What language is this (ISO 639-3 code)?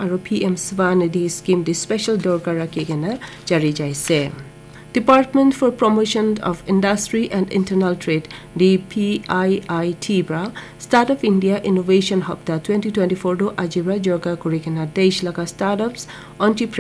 nag